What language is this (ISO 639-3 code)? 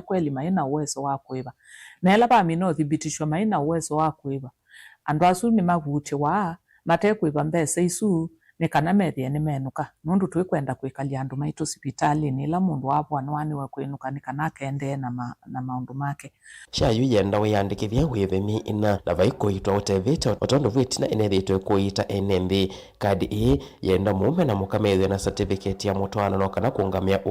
kam